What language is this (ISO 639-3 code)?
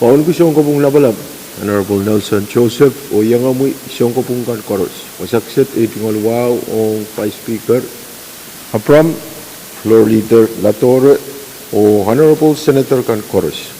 pon